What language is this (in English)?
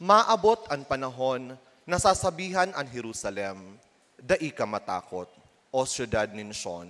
Bikol